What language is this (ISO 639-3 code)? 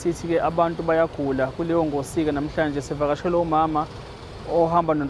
zul